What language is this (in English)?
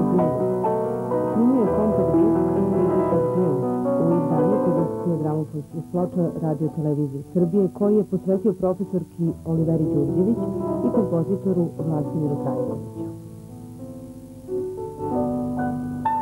Serbian